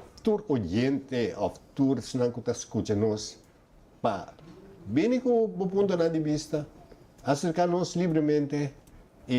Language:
Papiamento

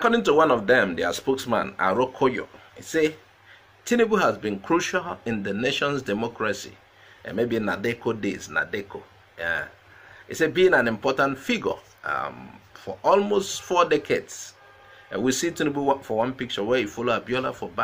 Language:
Nigerian Pidgin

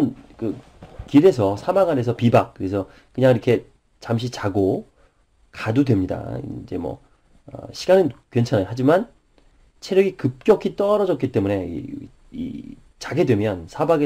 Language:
Korean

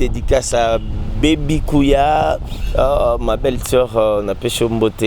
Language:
Lingala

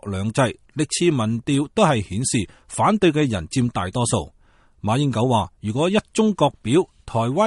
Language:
Cantonese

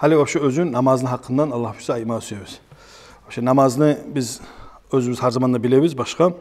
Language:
Kumyk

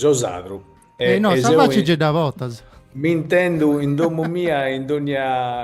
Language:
Sardinian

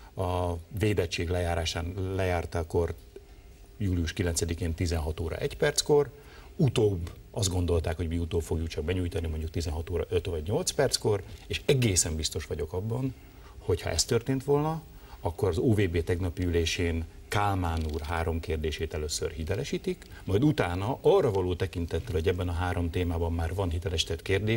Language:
Hungarian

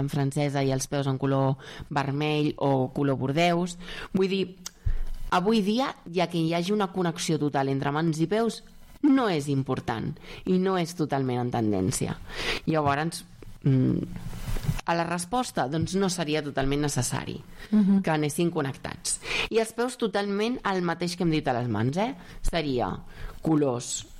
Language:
Catalan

